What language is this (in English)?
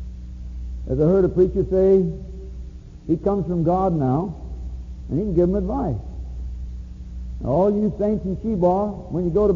English